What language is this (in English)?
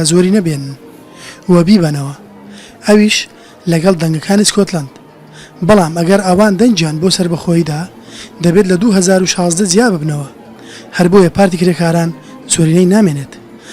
Central Kurdish